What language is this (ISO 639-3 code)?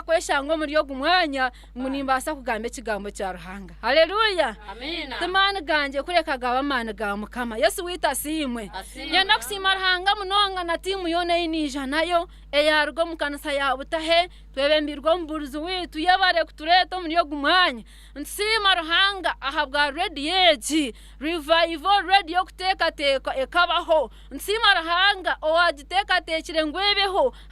nyn